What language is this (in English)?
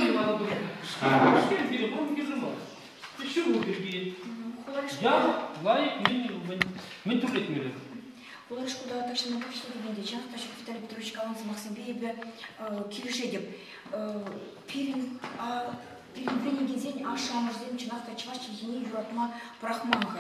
Chuvash